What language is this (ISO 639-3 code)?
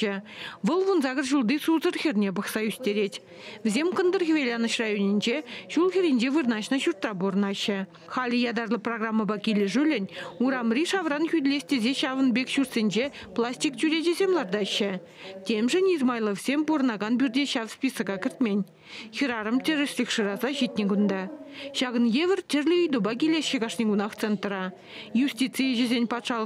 chv